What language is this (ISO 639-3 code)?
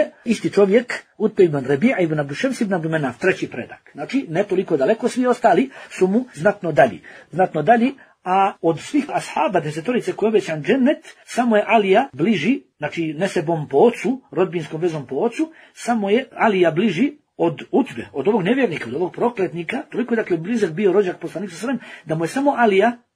bos